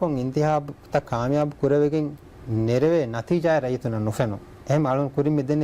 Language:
Divehi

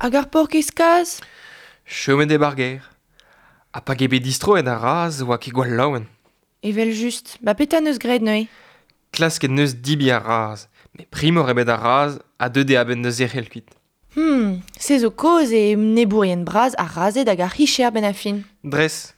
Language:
Breton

